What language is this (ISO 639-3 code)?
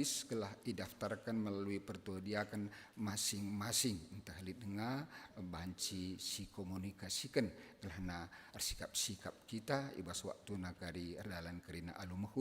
btx